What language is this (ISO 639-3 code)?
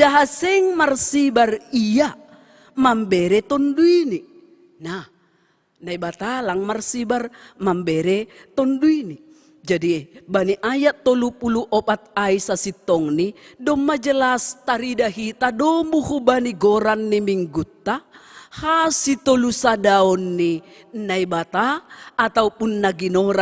bts